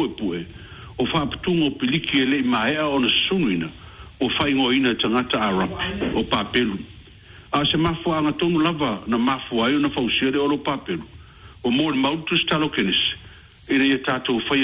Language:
Samoan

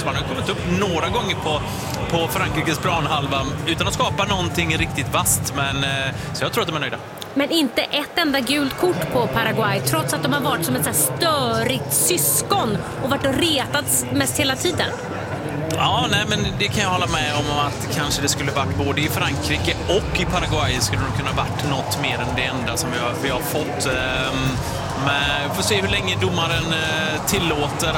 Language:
Swedish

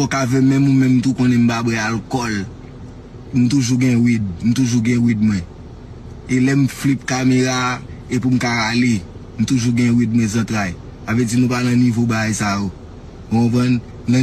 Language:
Haitian Creole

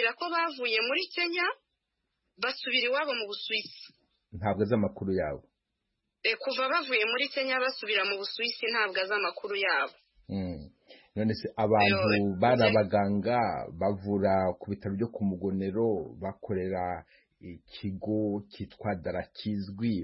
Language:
Kinyarwanda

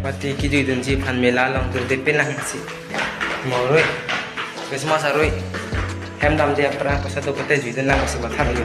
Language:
Karbi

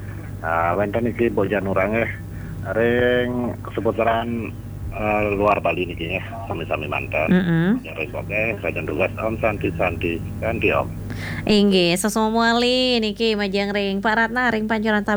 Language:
Balinese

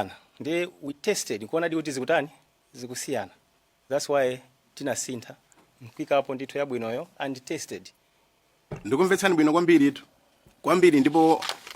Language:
Nyanja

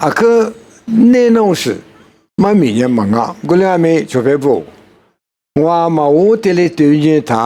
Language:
Lisu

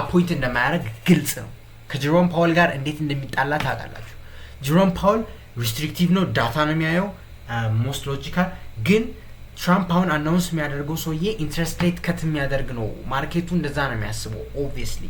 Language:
Amharic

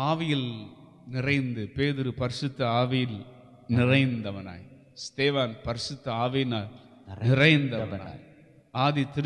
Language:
Tamil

